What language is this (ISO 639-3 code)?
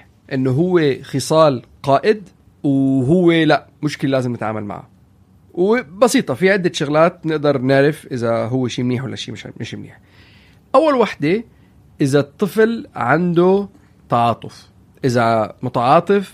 apc